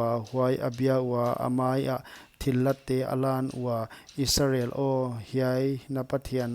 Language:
Paite Chin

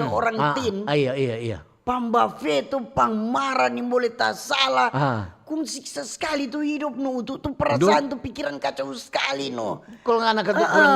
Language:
Manado Malay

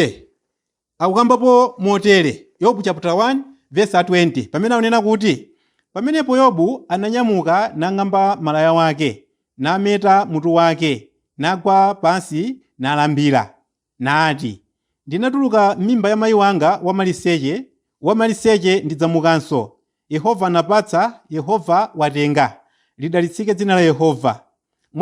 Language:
Nyanja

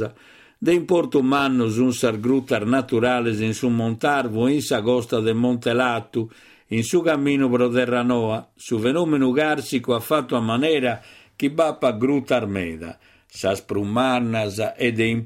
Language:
Sardinian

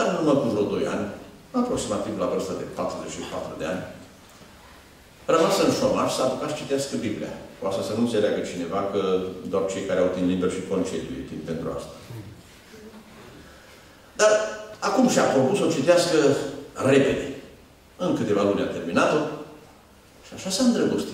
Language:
Romanian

